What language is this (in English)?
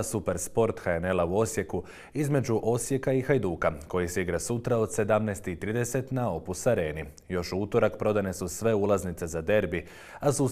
Croatian